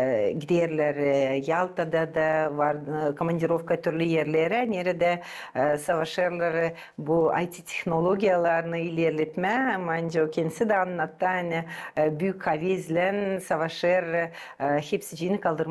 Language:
Gagauz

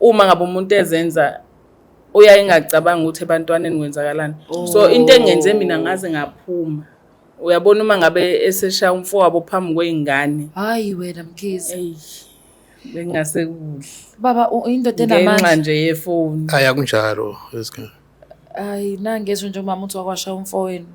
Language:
Zulu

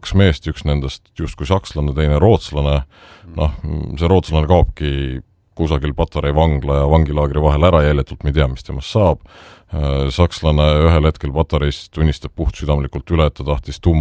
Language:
Estonian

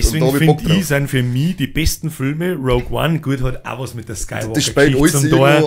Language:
Bavarian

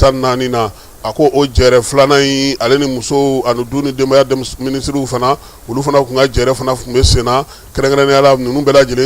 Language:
Bambara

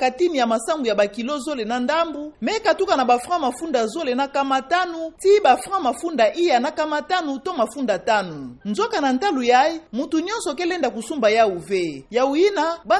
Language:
Kituba (Democratic Republic of Congo)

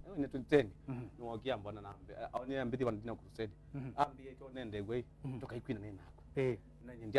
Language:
Kamba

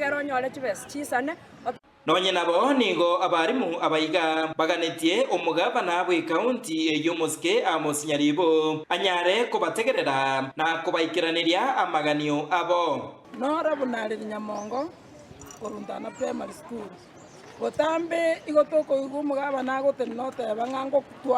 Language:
Gusii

